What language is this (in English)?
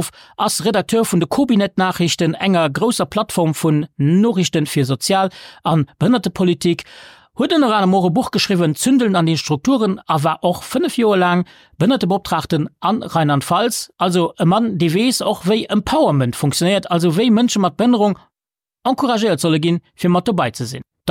Luxembourgish